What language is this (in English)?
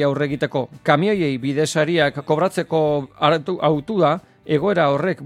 Basque